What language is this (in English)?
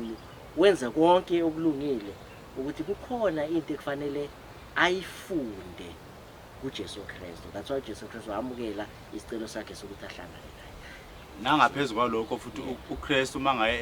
Zulu